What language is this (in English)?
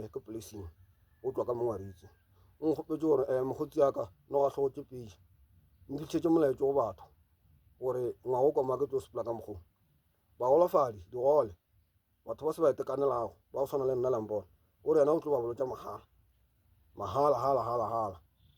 Northern Sotho